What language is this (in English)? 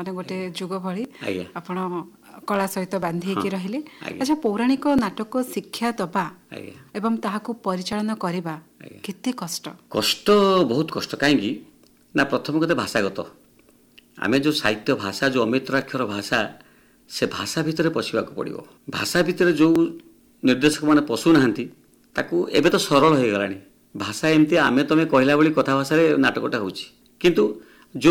Odia